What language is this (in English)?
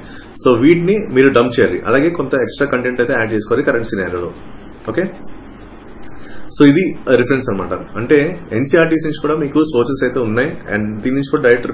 Telugu